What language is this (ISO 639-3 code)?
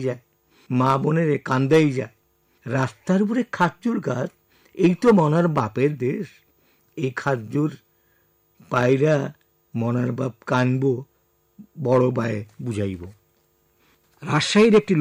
ben